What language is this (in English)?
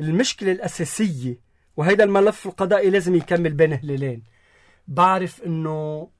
North Levantine Arabic